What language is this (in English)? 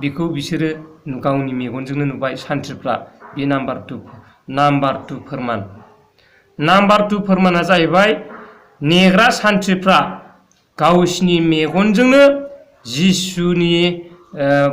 Bodo